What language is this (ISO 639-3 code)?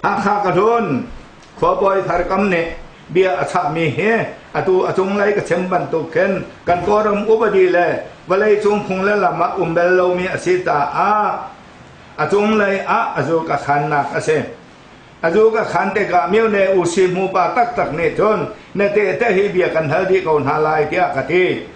cnh